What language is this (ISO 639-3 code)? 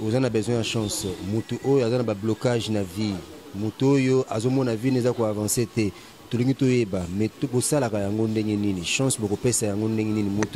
lin